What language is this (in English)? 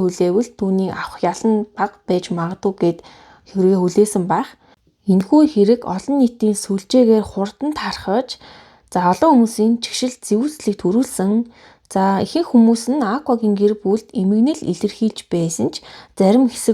Mongolian